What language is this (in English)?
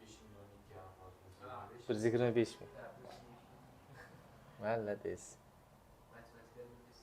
Uzbek